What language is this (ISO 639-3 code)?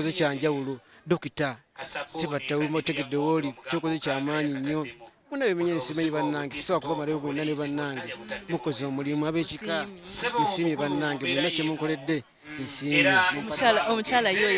lug